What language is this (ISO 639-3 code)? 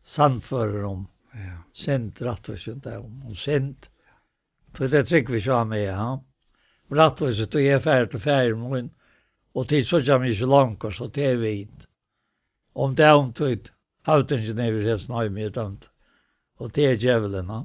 fao